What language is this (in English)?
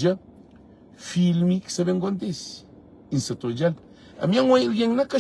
Kabuverdianu